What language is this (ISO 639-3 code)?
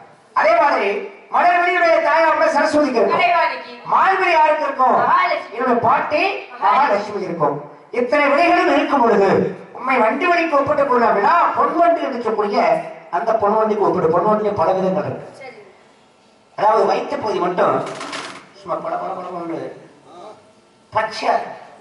tam